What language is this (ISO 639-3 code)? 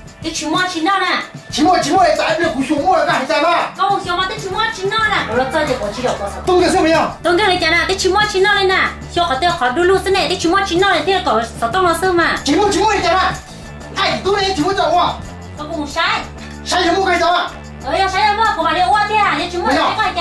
hmn